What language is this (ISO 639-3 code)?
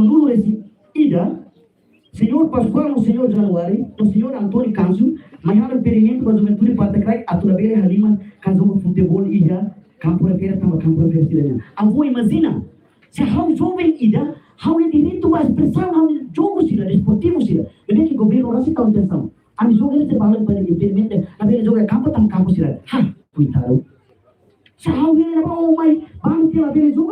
tet